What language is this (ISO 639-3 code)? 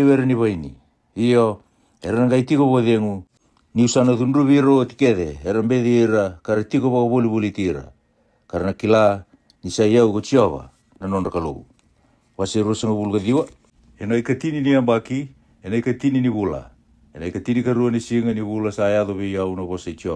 fij